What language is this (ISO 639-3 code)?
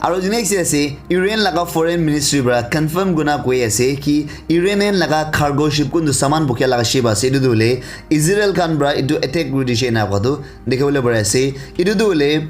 nag